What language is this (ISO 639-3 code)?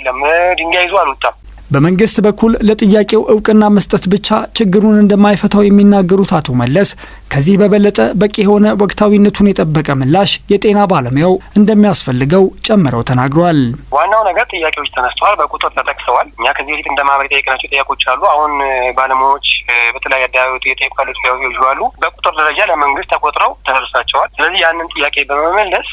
amh